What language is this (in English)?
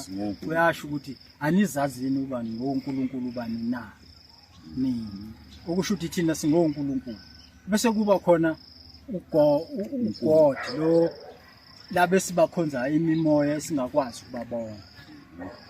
Zulu